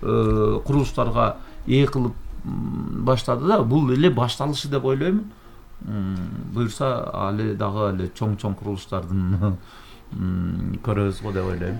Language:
Kyrgyz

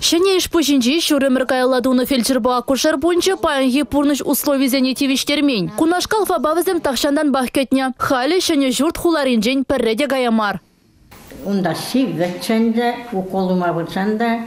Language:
Chuvash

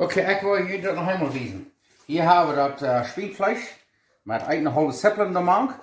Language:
Plautdietsch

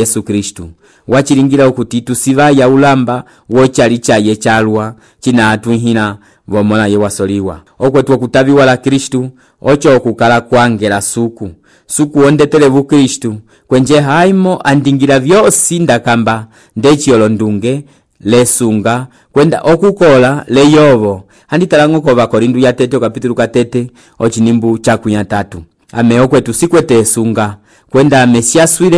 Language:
Umbundu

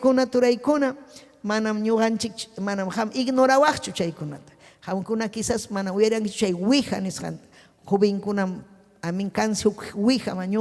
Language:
Ayacucho Quechua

